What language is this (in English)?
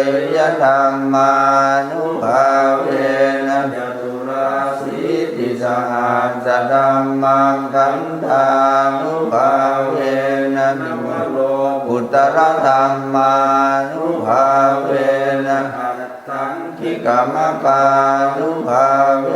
Pali